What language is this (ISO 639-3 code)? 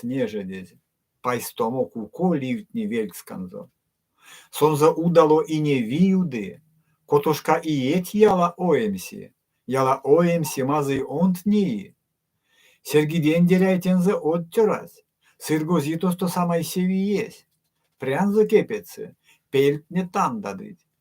myv